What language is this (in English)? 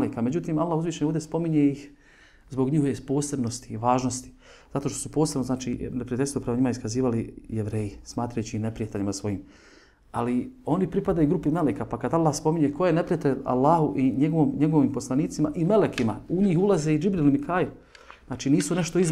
Bosnian